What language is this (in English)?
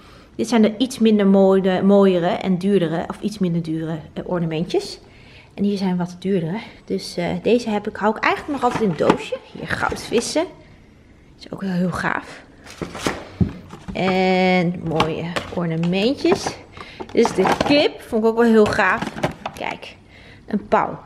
Dutch